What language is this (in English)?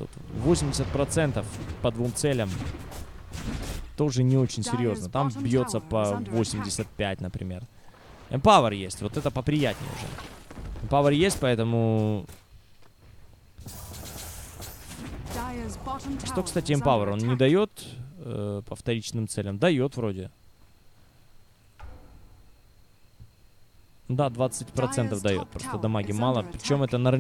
Russian